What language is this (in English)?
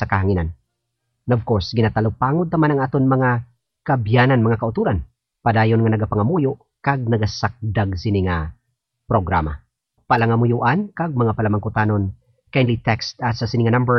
Hiligaynon